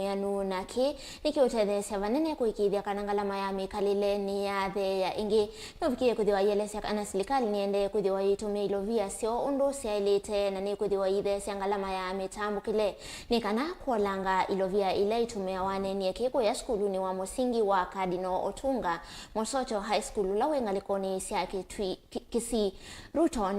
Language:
Kamba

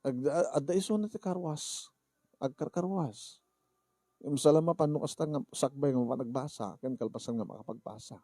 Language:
Iloko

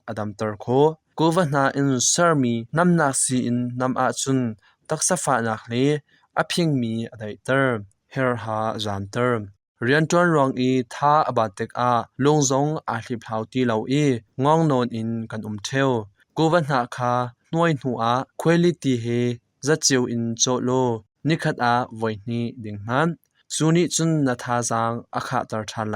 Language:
Hakha Chin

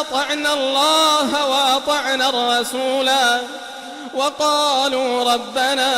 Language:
Kumyk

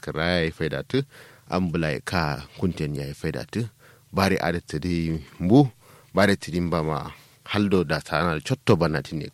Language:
Kanuri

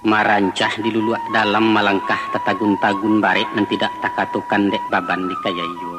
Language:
Minangkabau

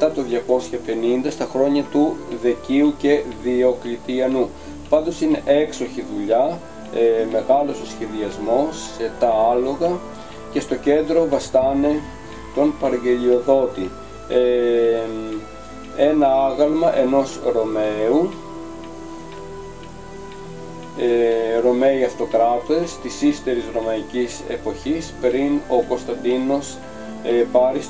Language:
Greek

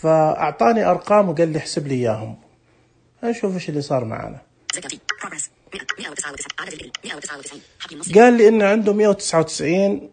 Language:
Najdi Arabic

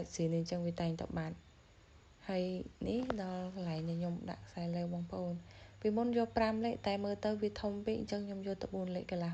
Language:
Khmer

